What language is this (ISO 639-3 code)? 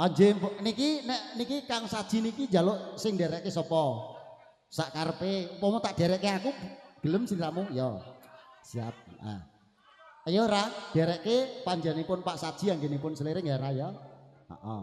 jav